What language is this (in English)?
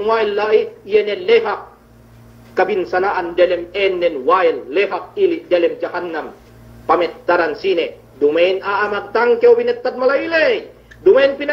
Yakan